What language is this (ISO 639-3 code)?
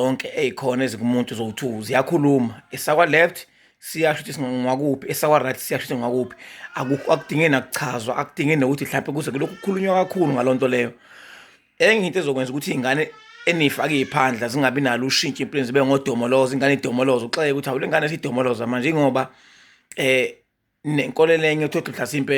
zul